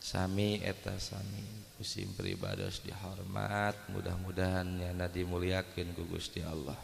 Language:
Sundanese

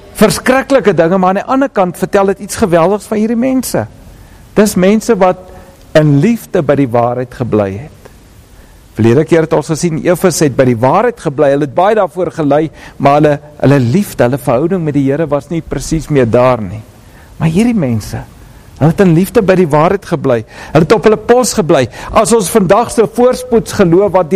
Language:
Afrikaans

